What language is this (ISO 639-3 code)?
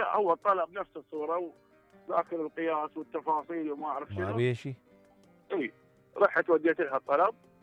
acm